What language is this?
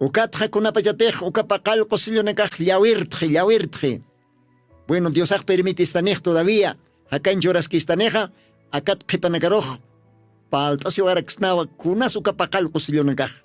Aymara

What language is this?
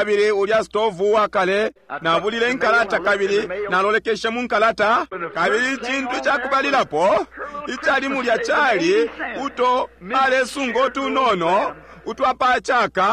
Bemba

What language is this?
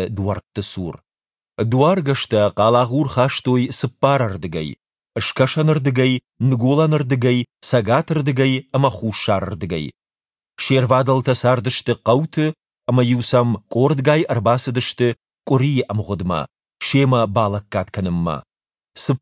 Ossetic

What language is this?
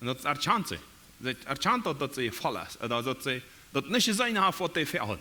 Plautdietsch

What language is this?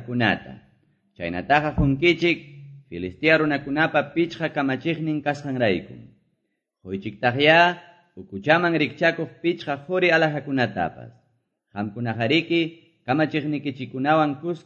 Quechua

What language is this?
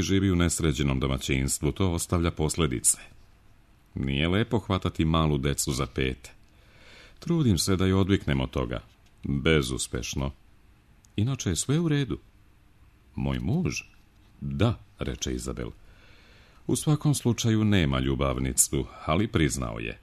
Serbian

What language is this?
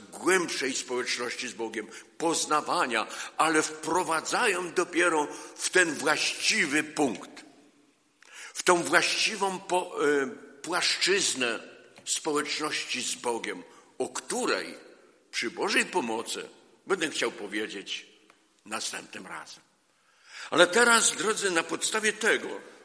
Polish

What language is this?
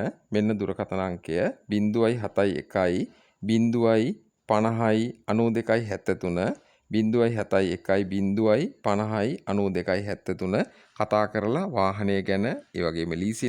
Sinhala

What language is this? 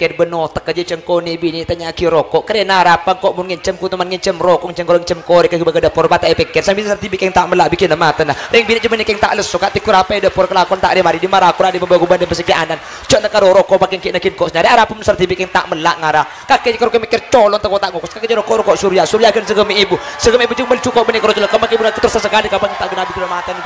Madurese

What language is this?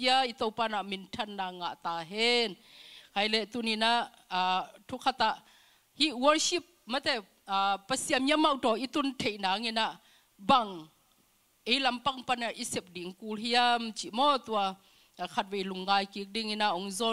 Tedim Chin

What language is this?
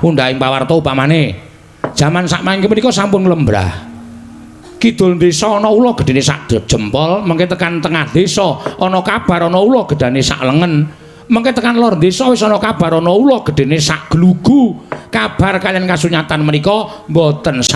Javanese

